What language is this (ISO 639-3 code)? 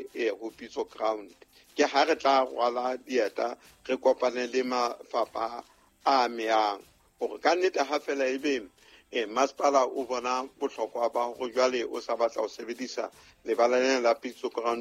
sot